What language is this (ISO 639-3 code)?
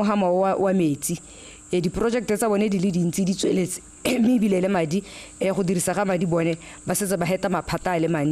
tsn